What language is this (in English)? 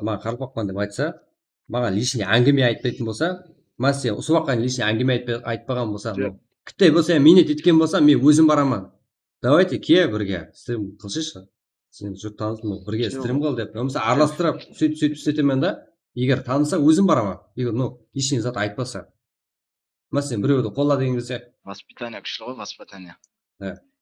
Kara-Kalpak